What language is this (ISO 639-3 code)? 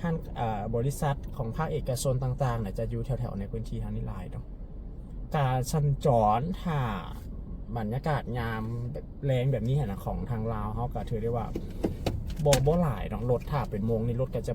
lao